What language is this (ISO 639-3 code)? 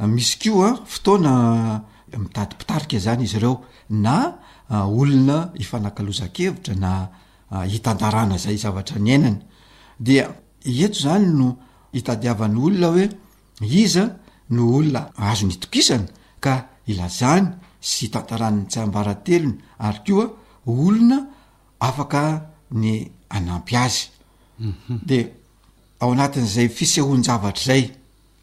mlg